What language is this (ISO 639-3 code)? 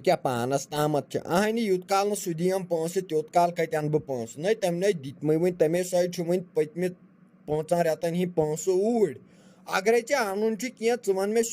kas